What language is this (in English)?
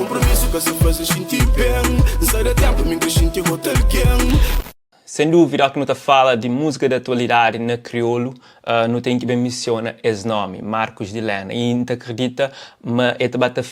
Kabuverdianu